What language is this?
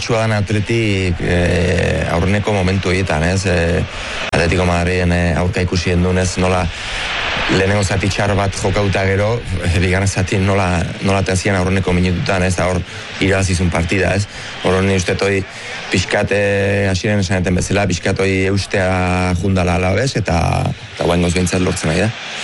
Basque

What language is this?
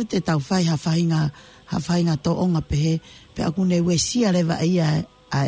Tongan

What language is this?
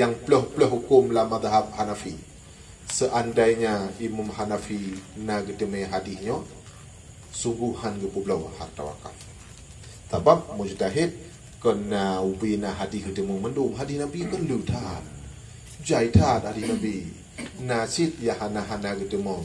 Achinese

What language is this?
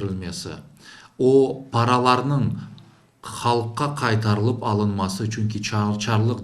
Crimean Tatar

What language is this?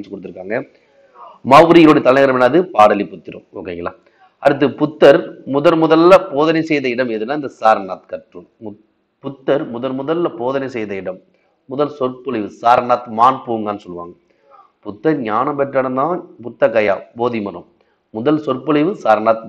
Tamil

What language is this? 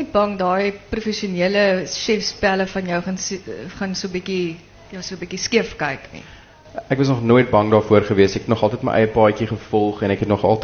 Afrikaans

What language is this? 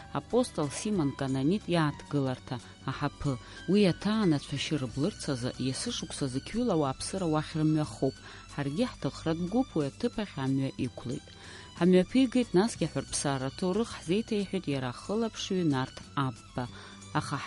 Abkhazian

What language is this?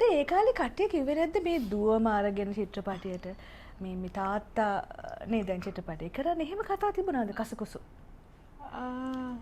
Sinhala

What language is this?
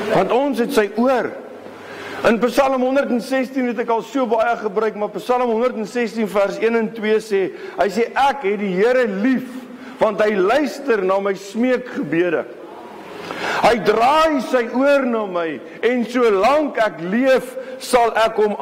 Afrikaans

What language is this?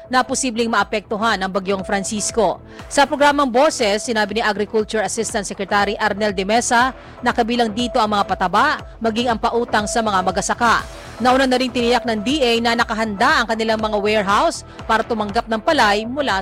Filipino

